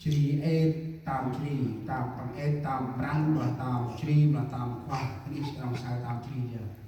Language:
Central Mnong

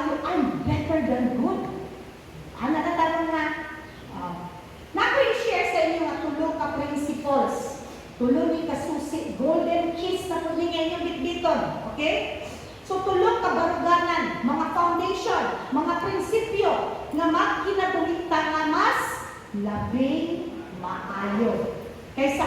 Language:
Cebuano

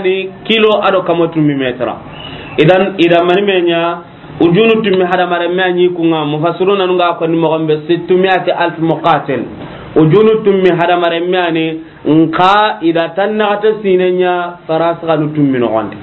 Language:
Soninke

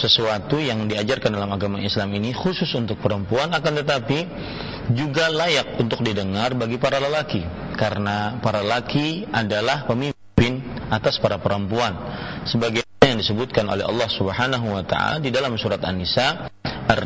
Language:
Indonesian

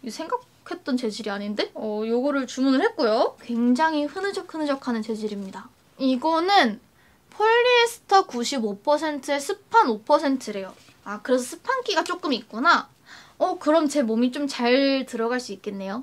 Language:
Korean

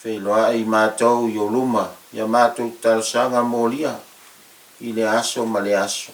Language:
Samoan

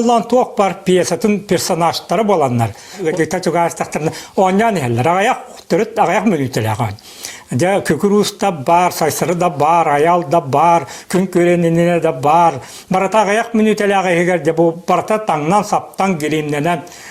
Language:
Yakut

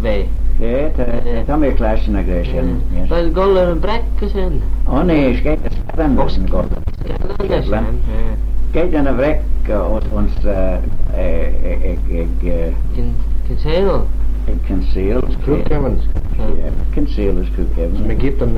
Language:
Manx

